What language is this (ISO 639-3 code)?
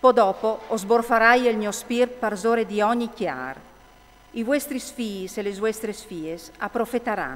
fur